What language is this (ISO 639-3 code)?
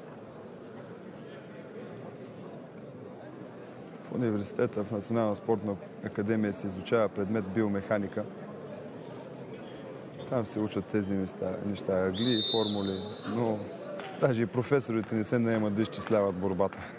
bul